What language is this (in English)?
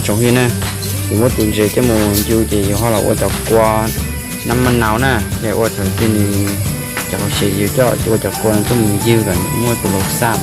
Hmong